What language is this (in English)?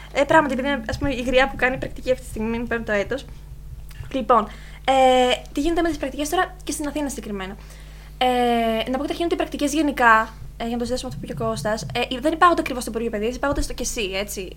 Greek